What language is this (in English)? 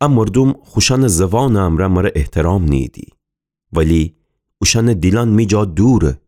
Gilaki